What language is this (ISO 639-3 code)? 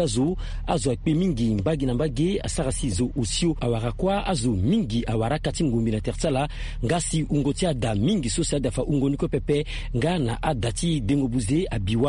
sag